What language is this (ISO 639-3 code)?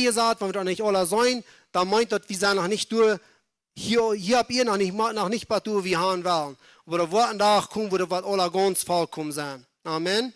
pdt